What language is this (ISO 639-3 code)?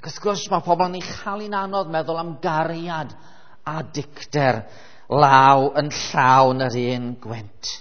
cym